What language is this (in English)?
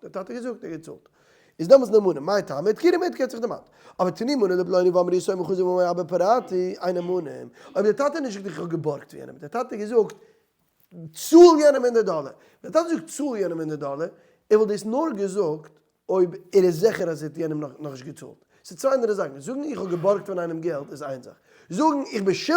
Yiddish